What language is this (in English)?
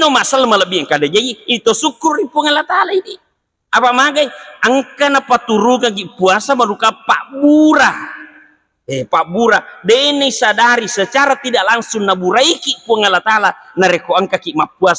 Buginese